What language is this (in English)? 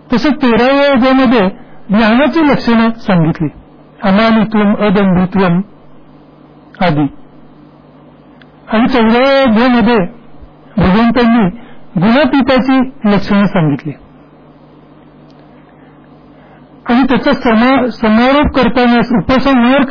Marathi